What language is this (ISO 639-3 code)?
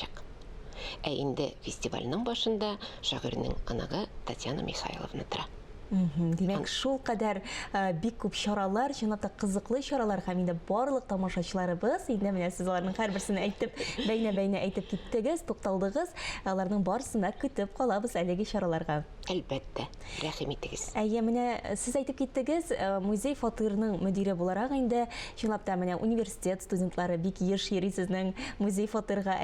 tat